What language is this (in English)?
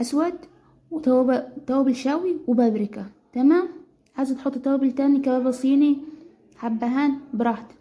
Egyptian Arabic